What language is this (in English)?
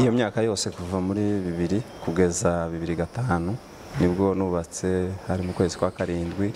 Kinyarwanda